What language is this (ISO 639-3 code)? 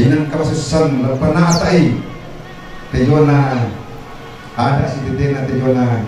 sda